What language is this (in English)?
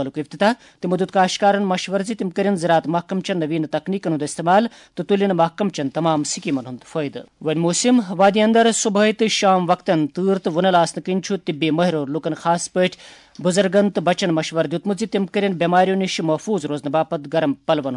Kashmiri